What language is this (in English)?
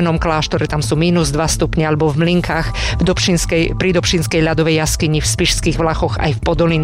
Slovak